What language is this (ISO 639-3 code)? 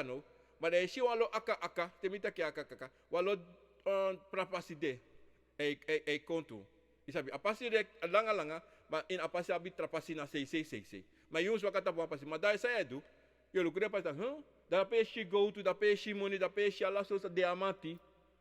srn